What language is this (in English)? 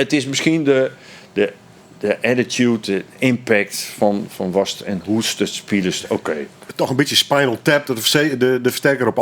Western Frisian